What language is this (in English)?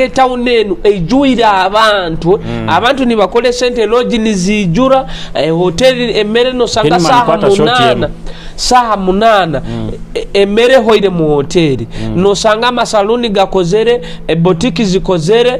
Nyoro